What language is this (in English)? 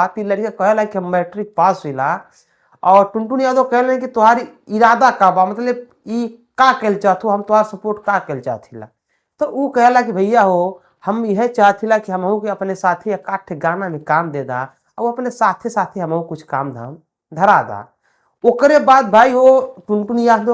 Bhojpuri